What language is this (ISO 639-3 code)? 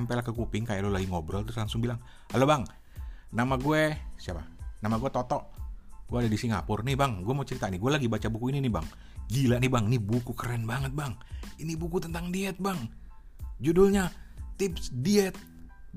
ind